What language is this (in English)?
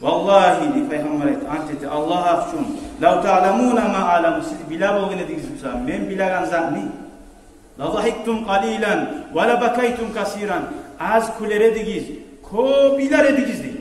Kumyk